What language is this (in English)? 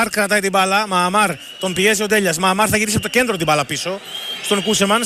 Greek